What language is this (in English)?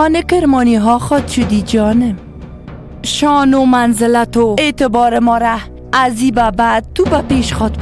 Persian